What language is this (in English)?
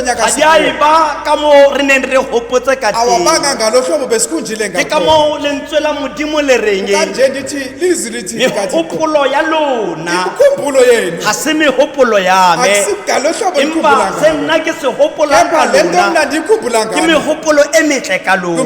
Tswana